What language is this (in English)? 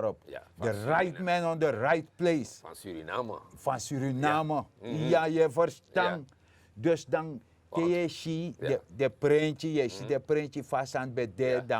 Sranan Tongo